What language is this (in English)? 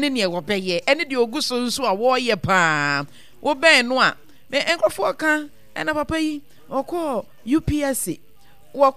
Akan